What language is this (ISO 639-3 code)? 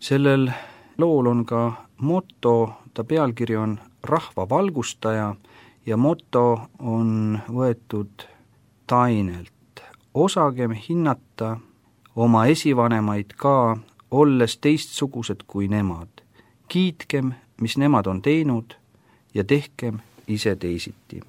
est